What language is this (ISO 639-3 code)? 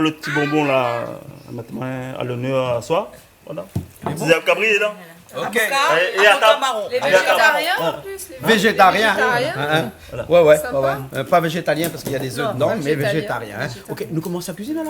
rcf